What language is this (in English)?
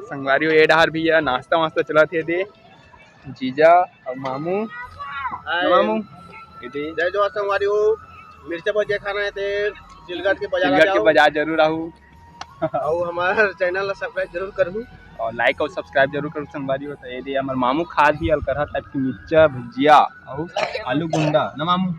Chhattisgarhi